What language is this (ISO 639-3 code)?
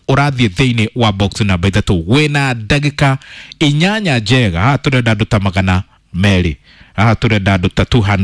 kik